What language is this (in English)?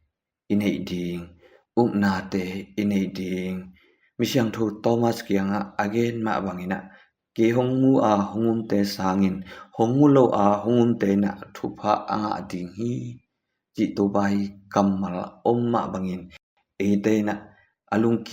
Tedim Chin